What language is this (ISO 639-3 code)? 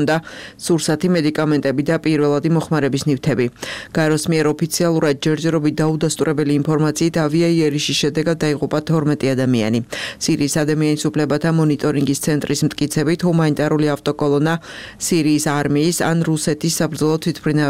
kat